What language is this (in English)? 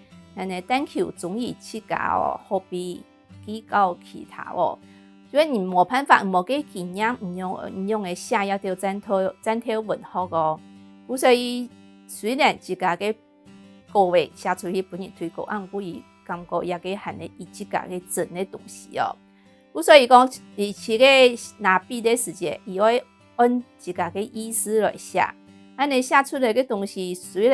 Hakka Chinese